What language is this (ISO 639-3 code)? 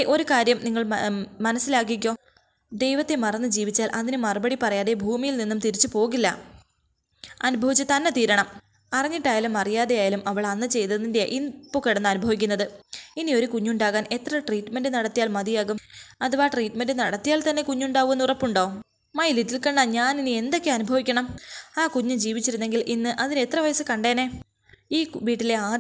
mal